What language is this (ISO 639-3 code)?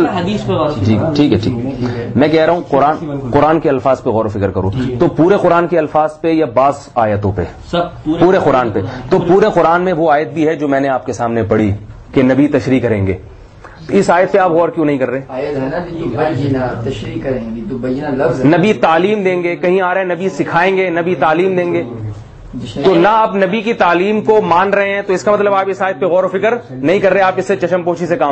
urd